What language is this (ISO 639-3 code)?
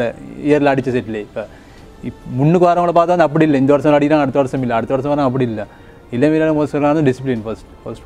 tam